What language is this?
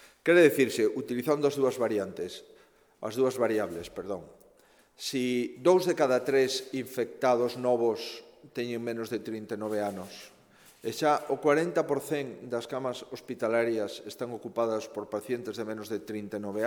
Galician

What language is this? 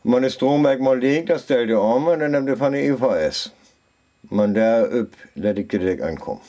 Northern Frisian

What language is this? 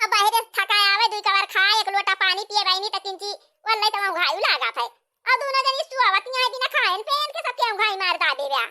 Awadhi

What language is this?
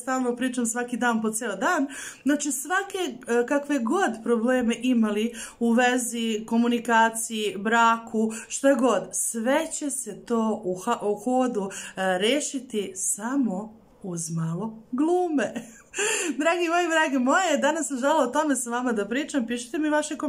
Serbian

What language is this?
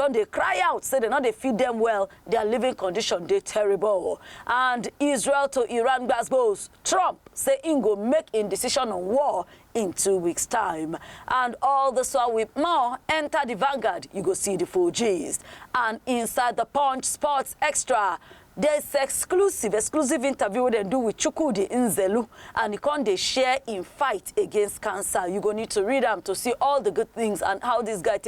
Nigerian Pidgin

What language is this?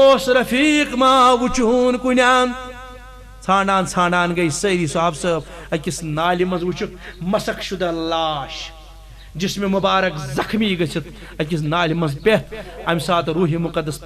Kashmiri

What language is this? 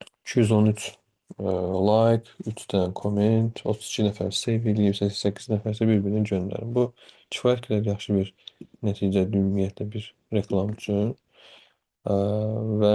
Azerbaijani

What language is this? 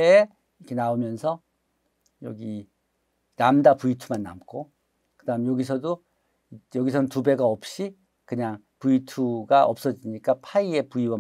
Korean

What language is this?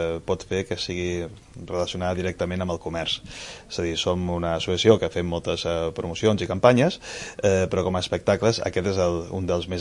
Catalan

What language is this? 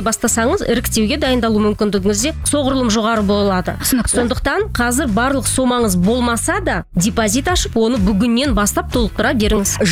Kazakh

